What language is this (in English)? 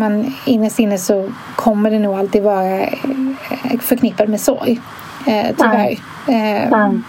Swedish